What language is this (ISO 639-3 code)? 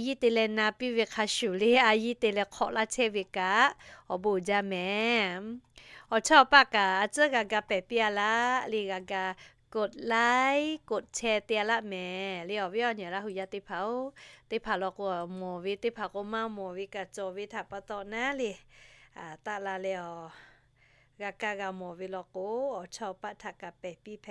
lhu